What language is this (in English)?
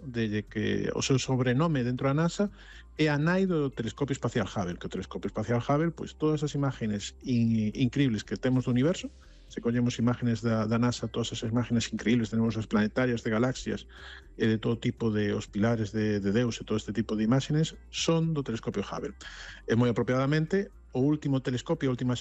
Galician